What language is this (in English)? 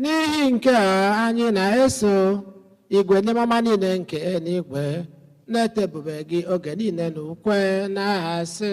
Igbo